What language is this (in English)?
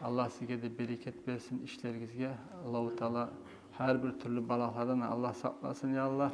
Kumyk